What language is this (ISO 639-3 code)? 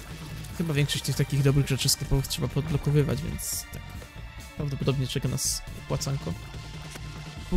pol